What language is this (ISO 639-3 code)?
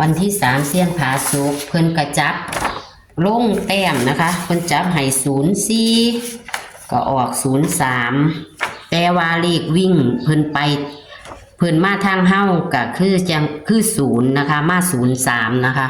tts